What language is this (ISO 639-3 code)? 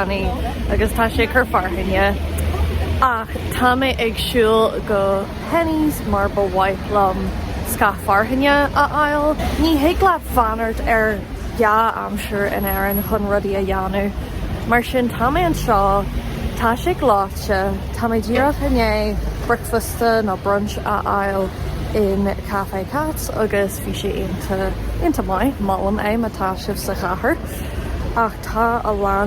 gle